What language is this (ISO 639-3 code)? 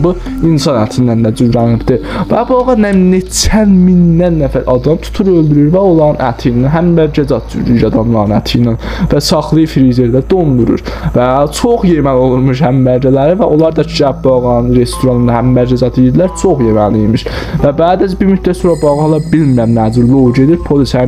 azb